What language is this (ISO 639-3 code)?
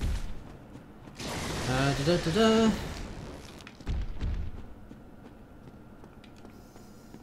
eng